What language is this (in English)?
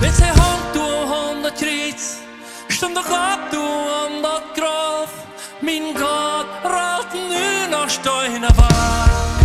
Plautdietsch